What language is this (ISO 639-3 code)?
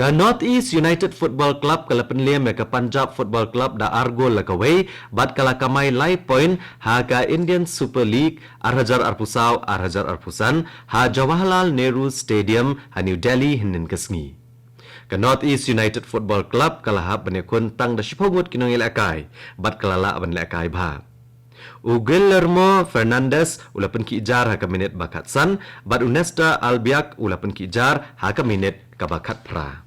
kha